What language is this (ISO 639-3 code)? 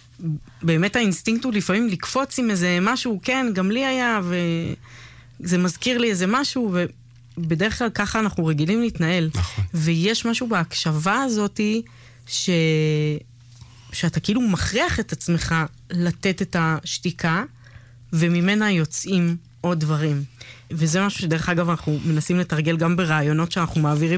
heb